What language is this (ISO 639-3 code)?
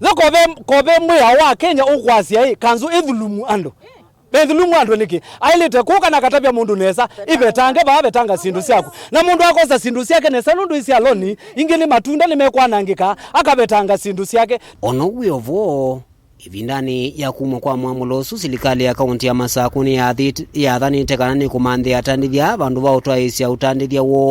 kam